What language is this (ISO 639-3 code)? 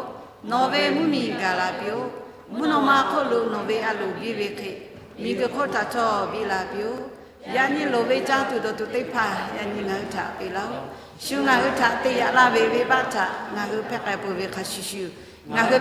lhu